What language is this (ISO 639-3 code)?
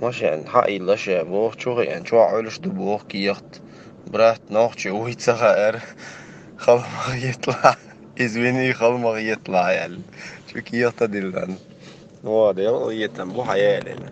che